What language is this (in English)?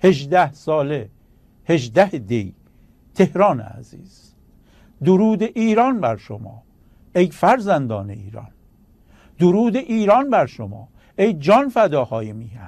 Persian